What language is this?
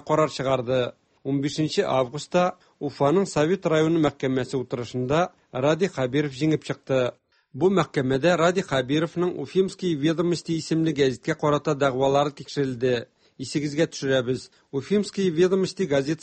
Tatar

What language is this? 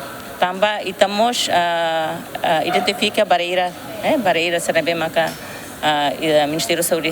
Tetum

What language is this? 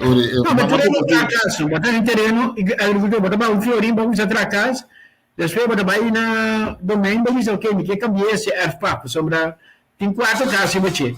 Papiamento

